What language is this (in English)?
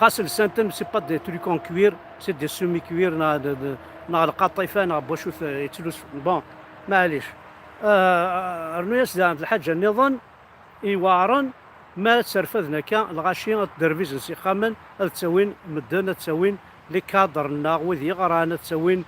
Kabyle